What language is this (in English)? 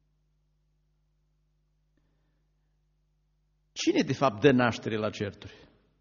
Romanian